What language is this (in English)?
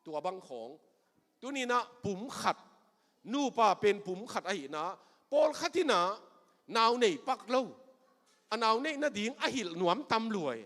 Tedim Chin